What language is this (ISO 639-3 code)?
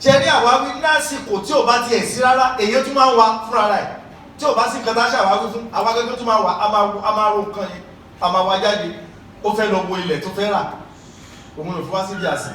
yor